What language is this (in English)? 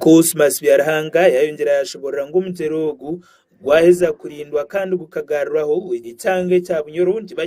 Nyankole